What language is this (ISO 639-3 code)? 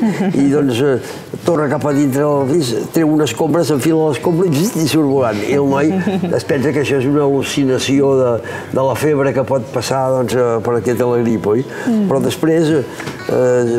cat